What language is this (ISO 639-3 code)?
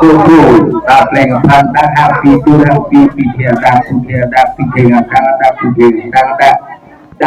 mjw